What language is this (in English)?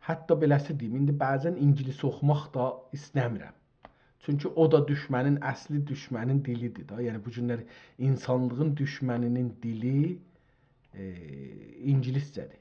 South Azerbaijani